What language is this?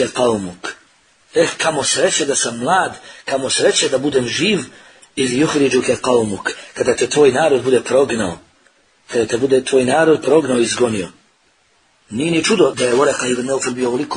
Bosnian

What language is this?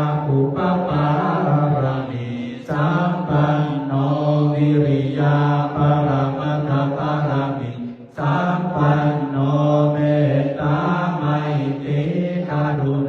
Pali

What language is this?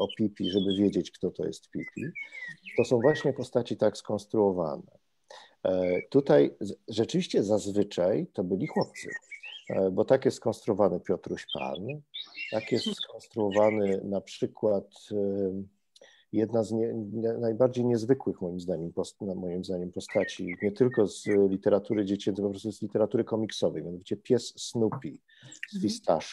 Polish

